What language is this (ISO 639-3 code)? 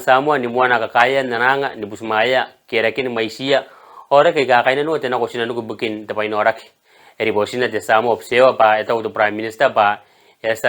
gil